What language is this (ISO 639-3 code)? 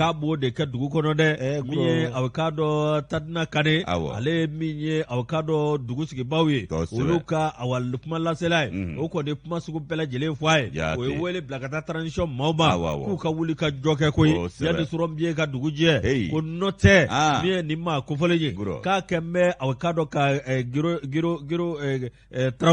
bam